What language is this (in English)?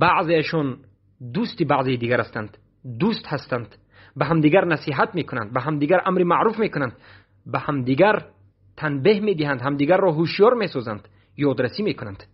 Persian